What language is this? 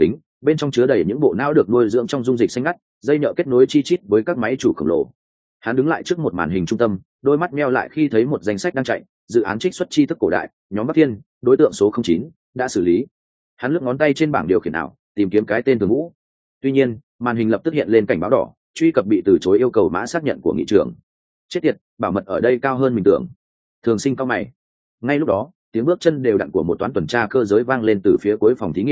Vietnamese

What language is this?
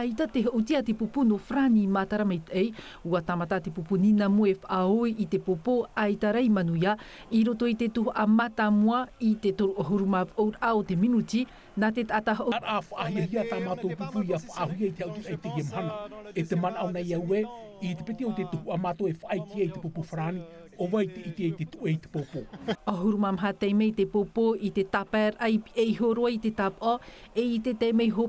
Tahitian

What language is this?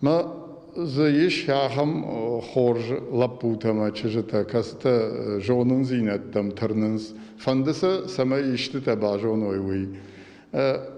Ossetic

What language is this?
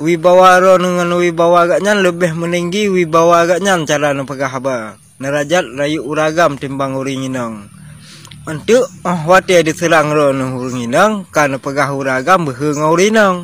Achinese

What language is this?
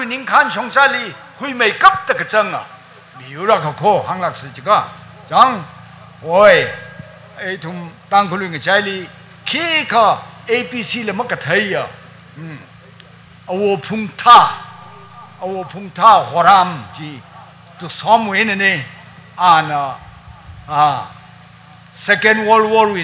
Tangkhul Naga (India)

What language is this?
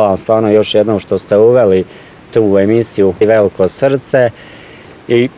Bosnian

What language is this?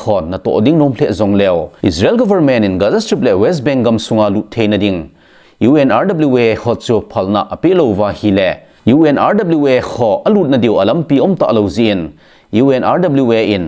Thado Chin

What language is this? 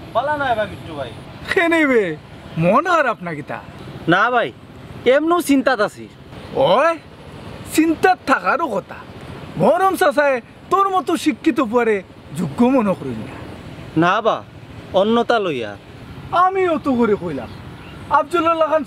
Sylheti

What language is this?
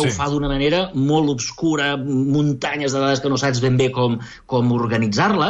Catalan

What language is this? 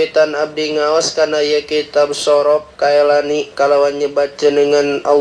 Sundanese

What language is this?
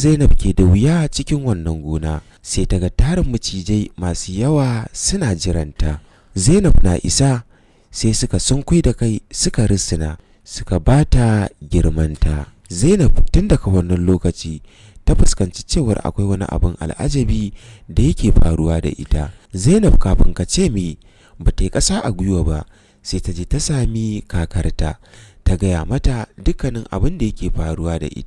Hausa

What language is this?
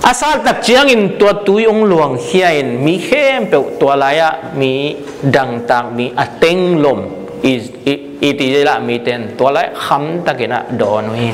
Tedim Chin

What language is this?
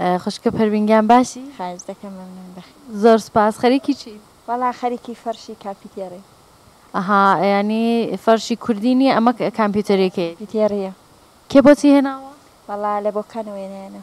Central Kurdish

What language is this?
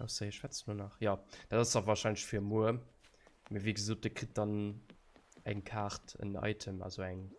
Luxembourgish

